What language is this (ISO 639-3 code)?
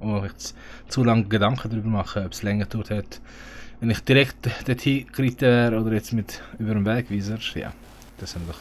gsw